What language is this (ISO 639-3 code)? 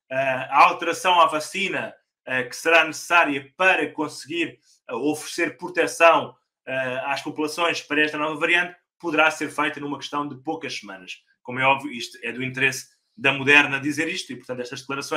por